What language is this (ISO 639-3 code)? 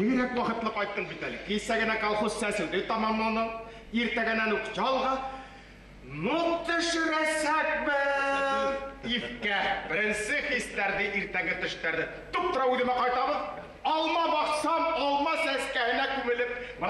bak